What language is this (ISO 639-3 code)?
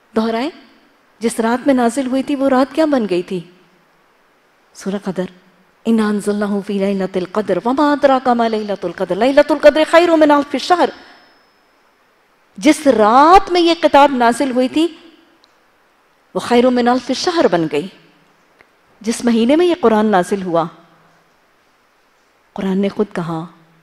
urd